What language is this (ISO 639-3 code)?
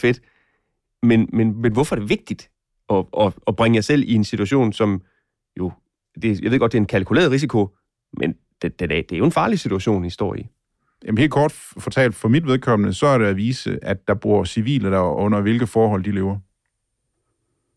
dan